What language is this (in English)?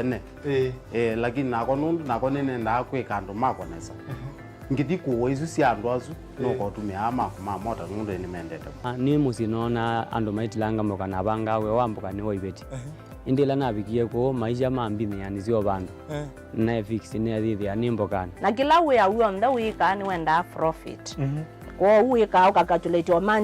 Kamba